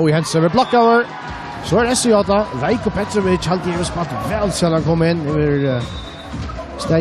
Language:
Faroese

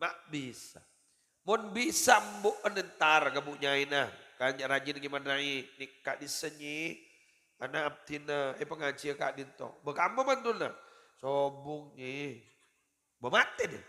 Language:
Madurese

